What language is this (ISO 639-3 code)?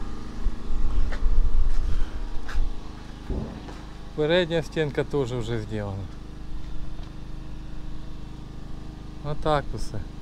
ukr